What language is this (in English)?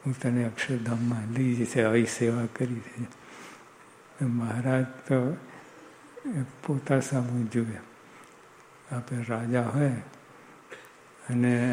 Gujarati